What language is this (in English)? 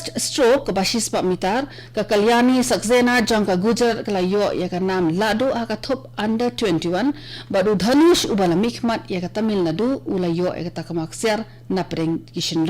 Khasi